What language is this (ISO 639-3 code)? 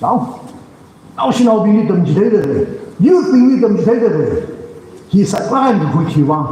nmf